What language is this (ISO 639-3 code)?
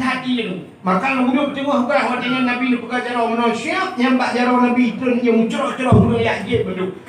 ace